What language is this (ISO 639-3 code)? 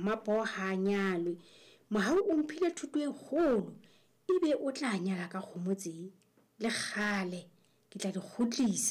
sot